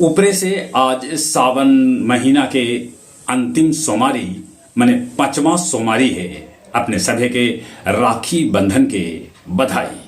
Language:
Magahi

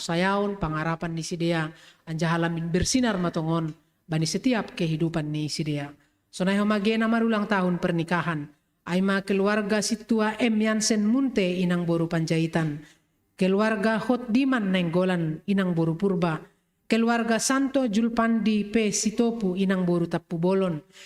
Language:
Batak Simalungun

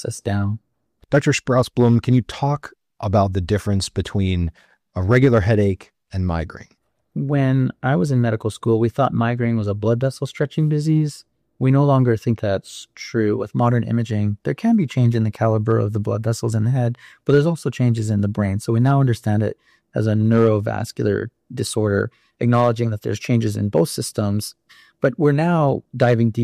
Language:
English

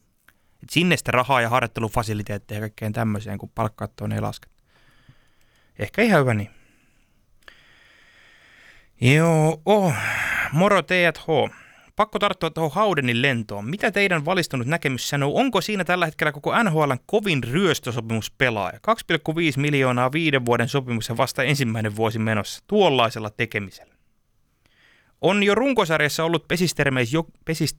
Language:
Finnish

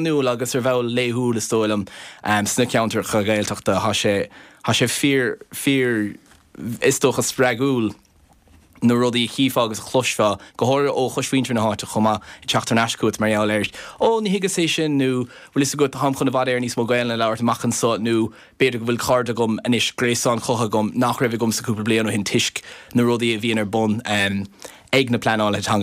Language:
Irish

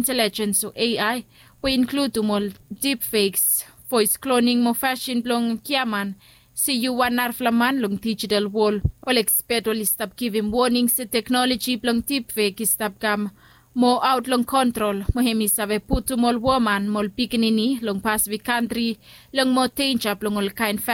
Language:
Bislama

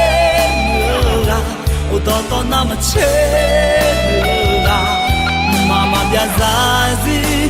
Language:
Akha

